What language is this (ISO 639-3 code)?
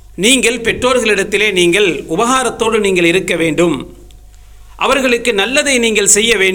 tam